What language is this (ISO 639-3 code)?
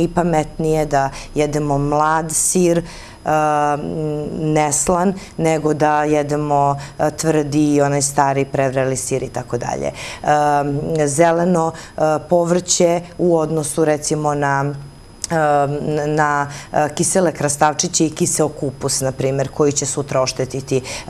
srp